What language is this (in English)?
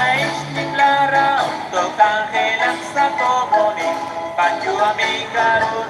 Kekchí